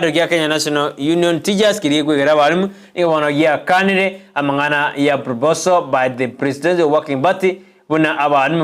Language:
Gusii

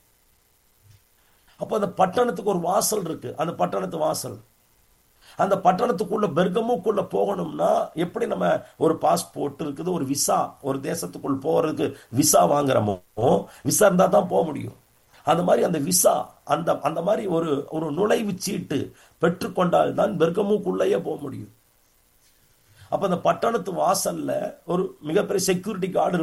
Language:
Tamil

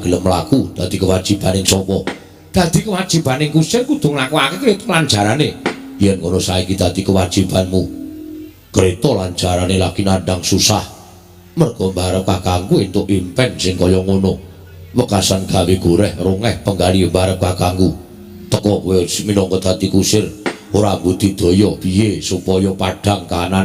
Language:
Javanese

